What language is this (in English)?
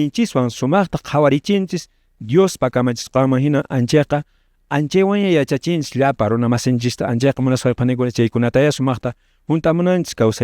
Quechua